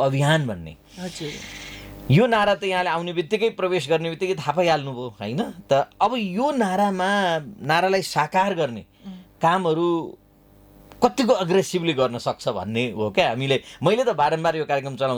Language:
Nepali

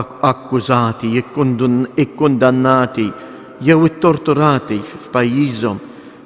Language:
Maltese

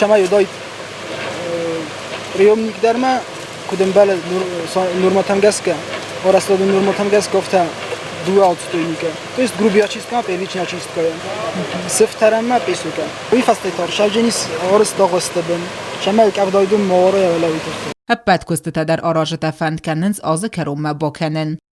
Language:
Ossetic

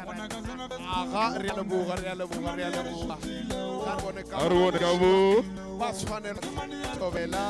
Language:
Northern Sotho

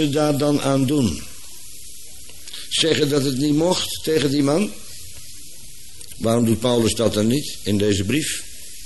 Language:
Dutch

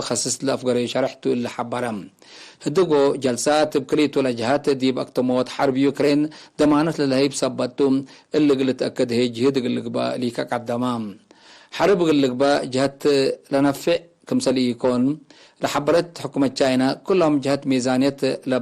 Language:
Tigre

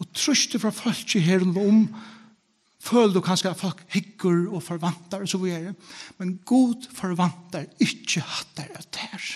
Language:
Faroese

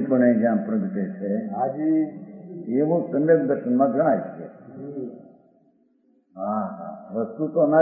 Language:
Gujarati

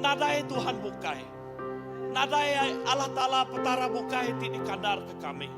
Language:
Iban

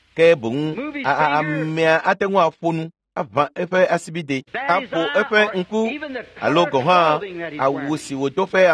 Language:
Ewe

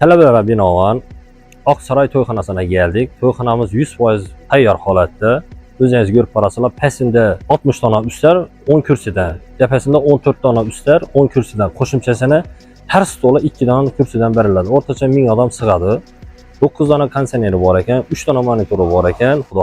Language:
Uzbek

